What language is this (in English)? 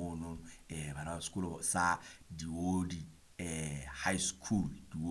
Southern Sotho